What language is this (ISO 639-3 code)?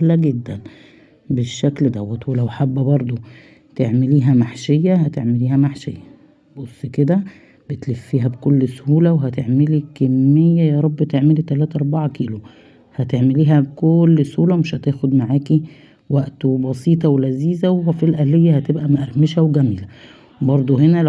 arz